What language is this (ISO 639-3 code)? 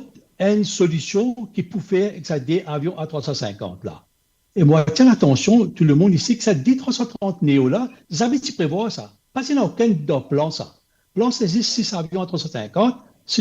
mfe